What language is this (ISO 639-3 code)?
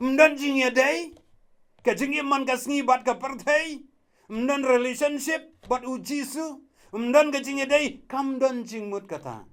kha